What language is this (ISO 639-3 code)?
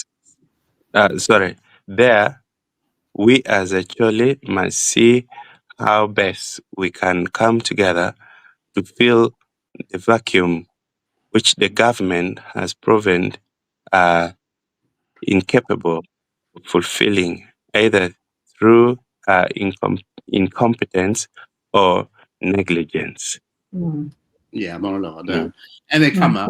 ach